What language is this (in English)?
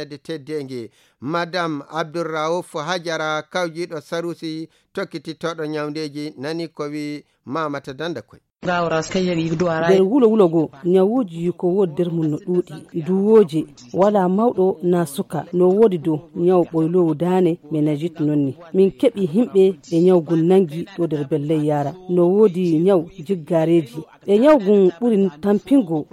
Nigerian Fulfulde